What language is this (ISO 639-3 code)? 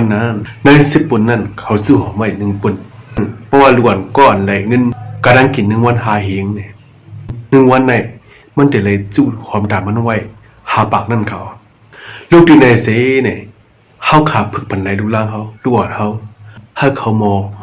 shn